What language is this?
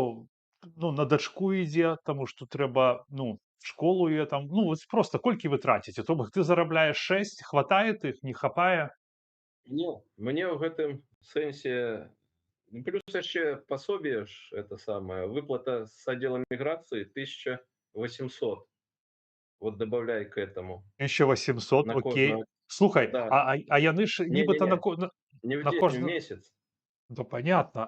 Belarusian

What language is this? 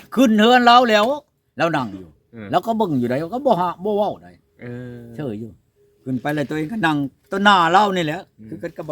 Northeastern Thai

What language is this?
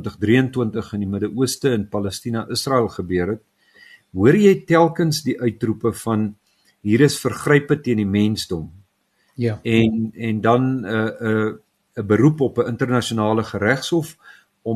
Afrikaans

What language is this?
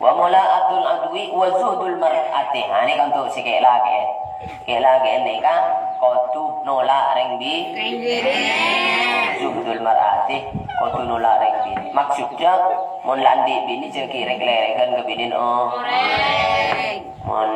Madurese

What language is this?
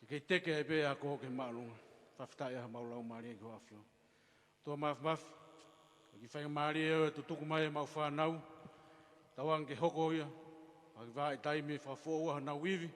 Tongan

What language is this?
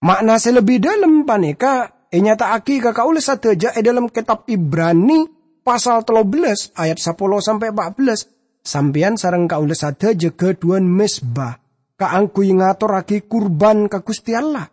Madurese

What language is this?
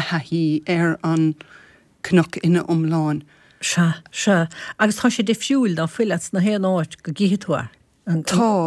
Irish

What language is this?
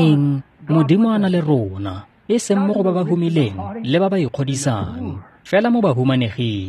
Tswana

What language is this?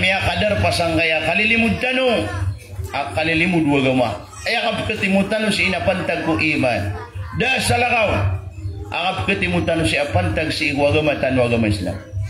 Maranao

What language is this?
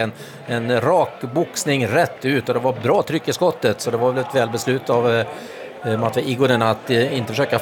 Swedish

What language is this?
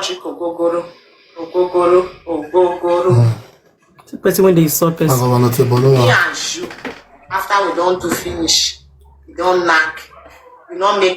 Nigerian Pidgin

